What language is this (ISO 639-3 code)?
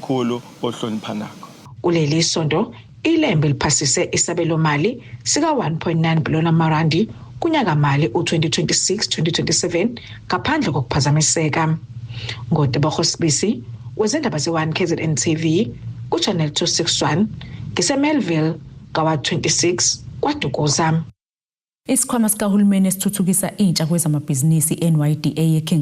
zul